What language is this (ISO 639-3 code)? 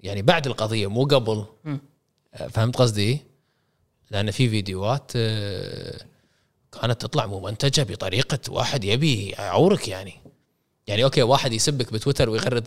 afb